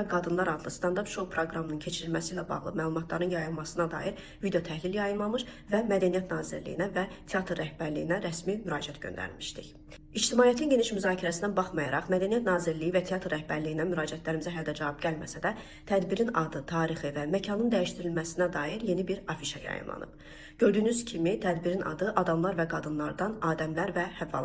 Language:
Azerbaijani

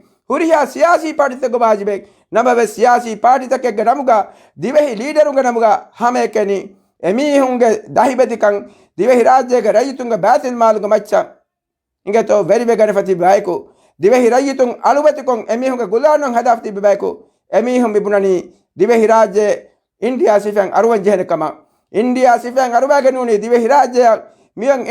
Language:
Divehi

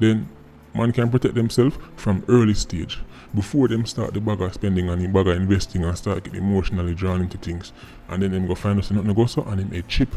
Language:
Jamaican Creole English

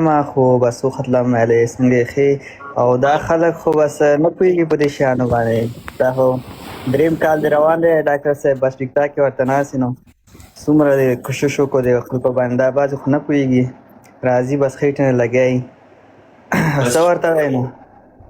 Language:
Pashto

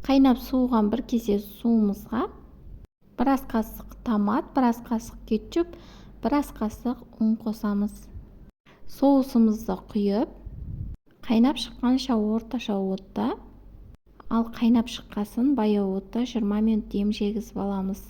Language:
Kazakh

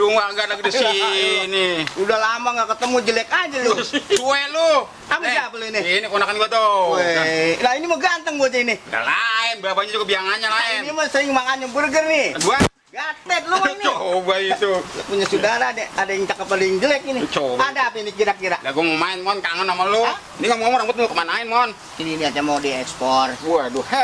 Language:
Betawi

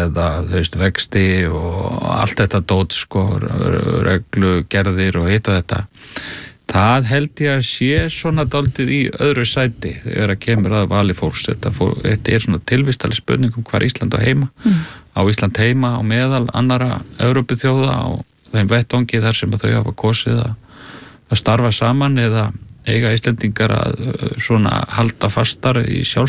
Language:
Icelandic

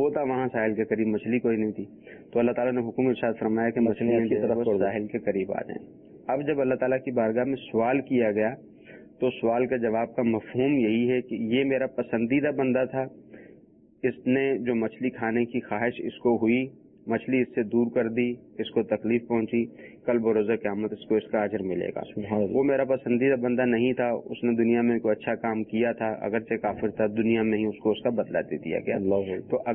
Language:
Urdu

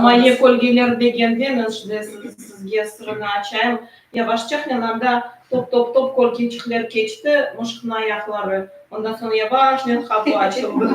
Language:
Crimean Tatar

